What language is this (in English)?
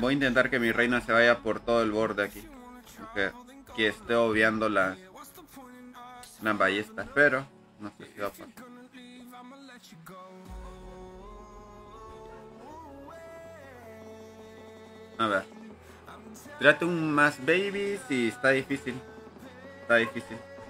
Spanish